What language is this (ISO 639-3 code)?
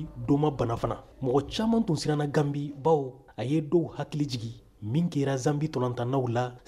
bam